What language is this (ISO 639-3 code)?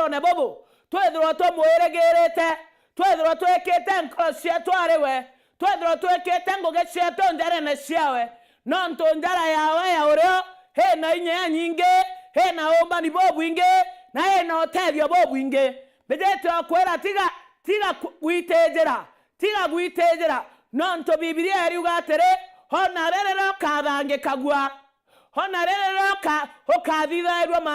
mer